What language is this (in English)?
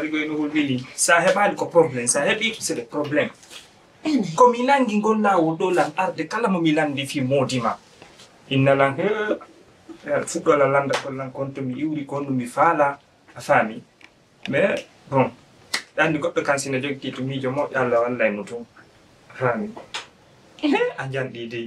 Fula